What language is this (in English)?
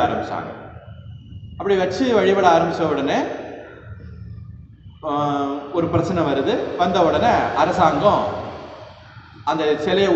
Tamil